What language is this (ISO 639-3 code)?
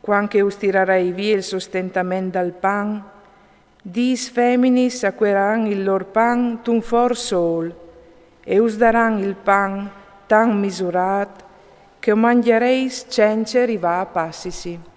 fur